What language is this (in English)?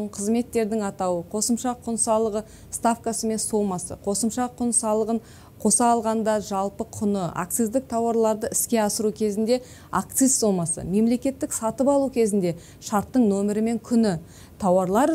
Kazakh